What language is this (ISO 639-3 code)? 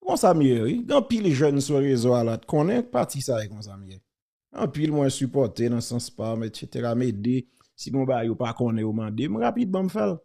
hat